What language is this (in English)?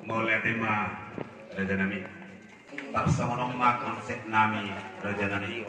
Batak Toba